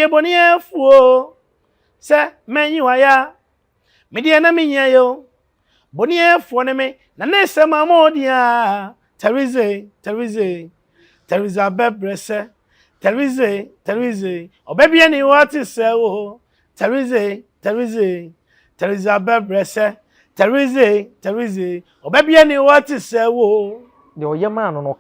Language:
Akan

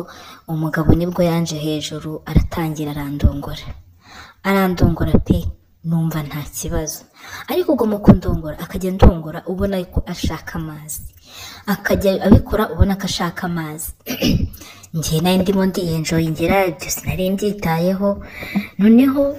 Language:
Kinyarwanda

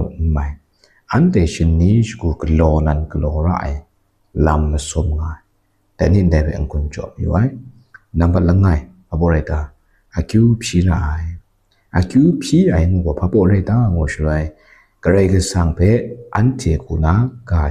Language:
Kachin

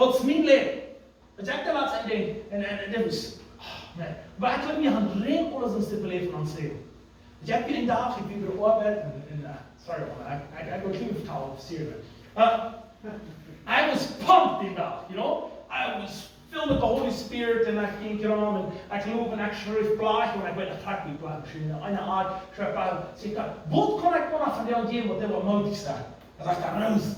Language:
Plautdietsch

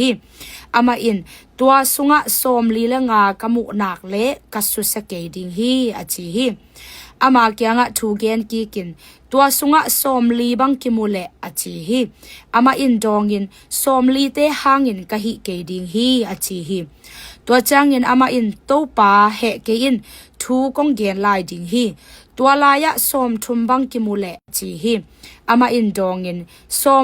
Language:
Tedim Chin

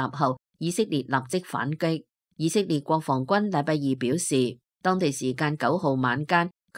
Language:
Cantonese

